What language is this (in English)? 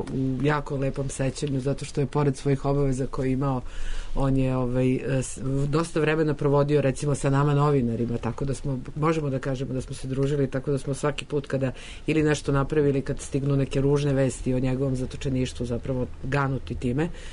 Serbian